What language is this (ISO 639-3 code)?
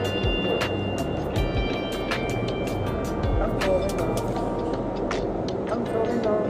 lao